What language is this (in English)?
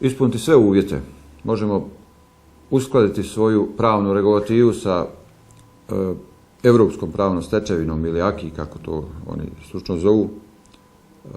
Bosnian